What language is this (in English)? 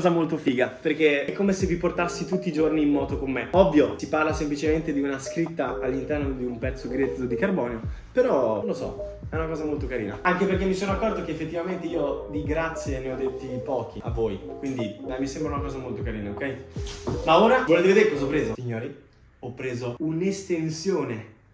Italian